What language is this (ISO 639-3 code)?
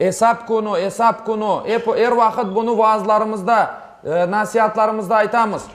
crh